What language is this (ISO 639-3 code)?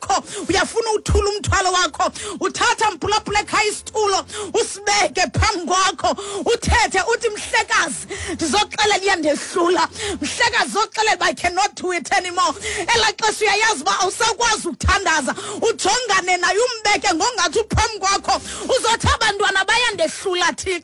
xho